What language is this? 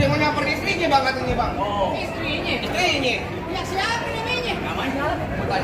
Betawi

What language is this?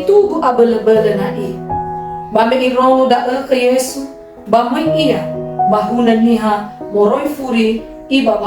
Nias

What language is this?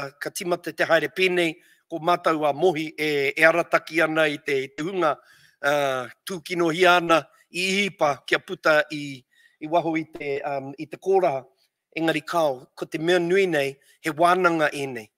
Māori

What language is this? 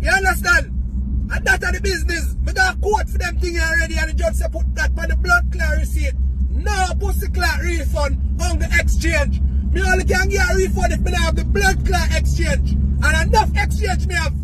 Jamaican Creole English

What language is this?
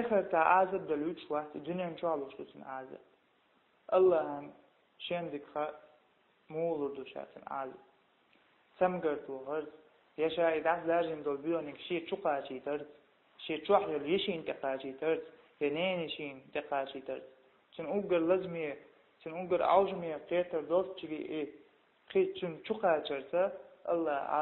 Chechen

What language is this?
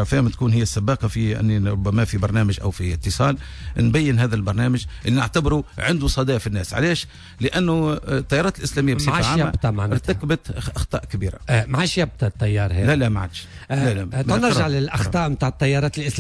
Tunisian Arabic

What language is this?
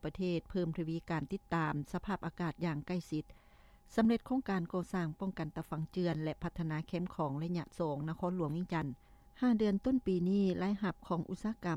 Lao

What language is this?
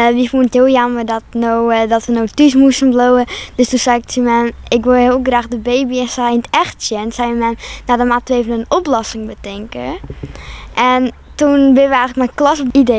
Western Frisian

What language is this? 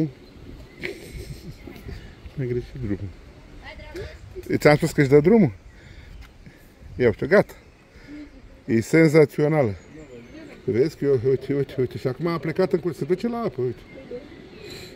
Romanian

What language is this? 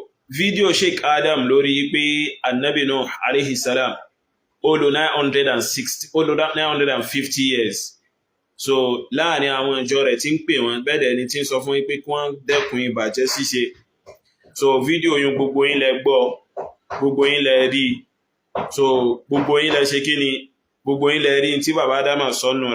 Yoruba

